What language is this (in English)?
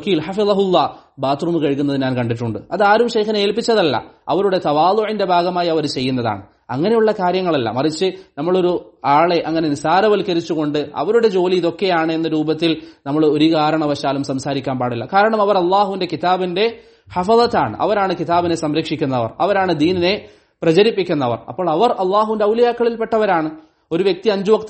Malayalam